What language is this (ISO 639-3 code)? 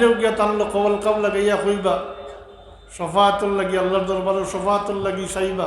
syl